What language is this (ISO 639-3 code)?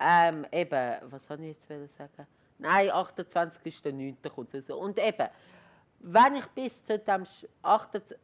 gsw